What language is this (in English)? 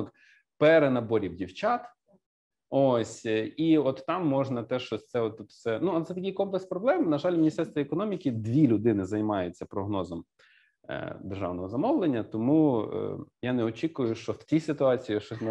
Ukrainian